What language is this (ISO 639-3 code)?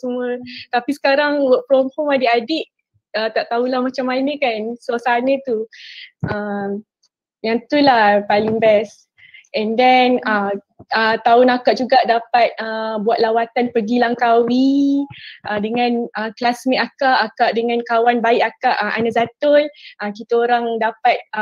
msa